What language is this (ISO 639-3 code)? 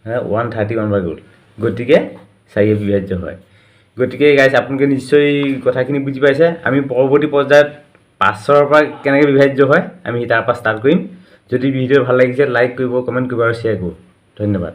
asm